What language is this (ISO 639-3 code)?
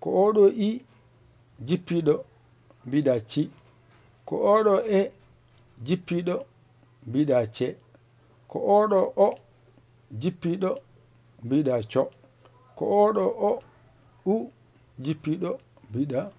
ful